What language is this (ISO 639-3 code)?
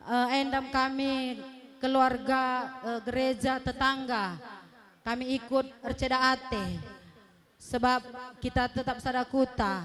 btx